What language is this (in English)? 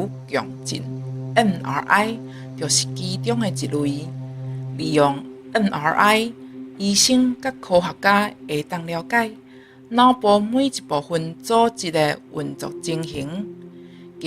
Min Nan Chinese